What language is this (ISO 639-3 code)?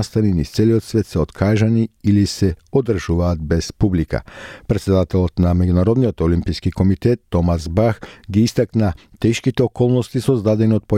mkd